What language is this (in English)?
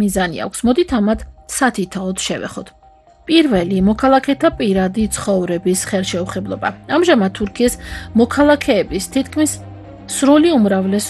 Georgian